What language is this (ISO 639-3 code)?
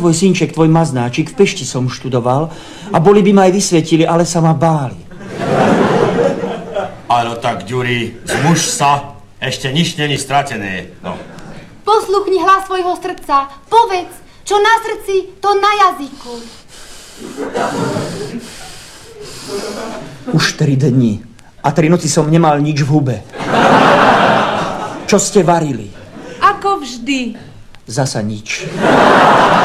slk